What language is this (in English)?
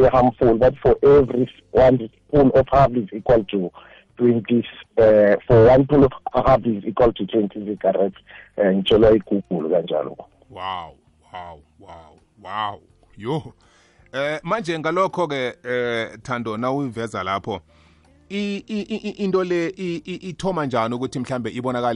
South Ndebele